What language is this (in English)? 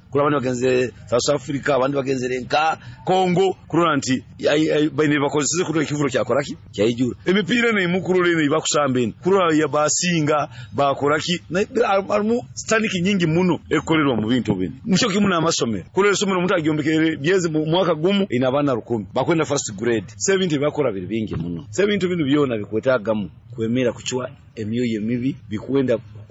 Nyoro